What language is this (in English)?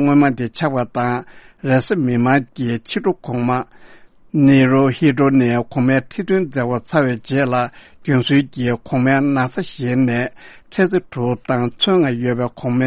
Tibetan